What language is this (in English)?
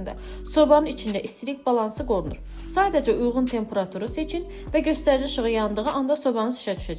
Azerbaijani